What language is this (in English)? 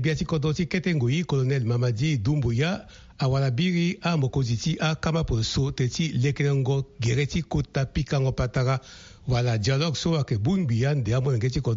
Sango